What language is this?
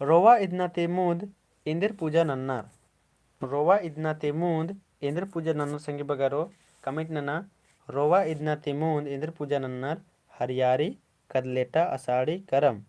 Kurukh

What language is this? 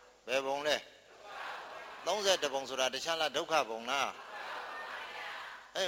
Burmese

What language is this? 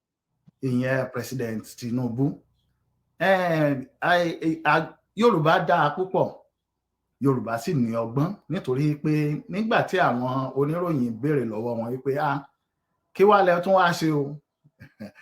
Yoruba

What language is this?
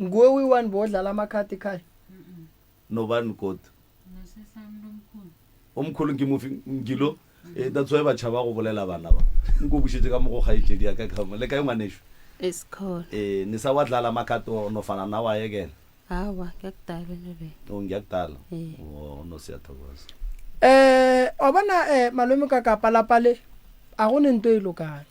Northern Sotho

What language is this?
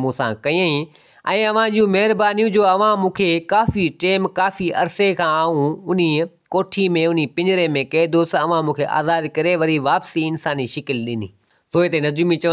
Sindhi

